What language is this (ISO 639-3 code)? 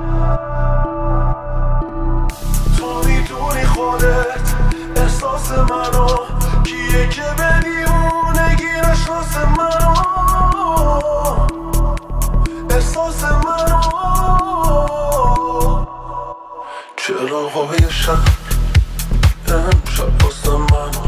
fas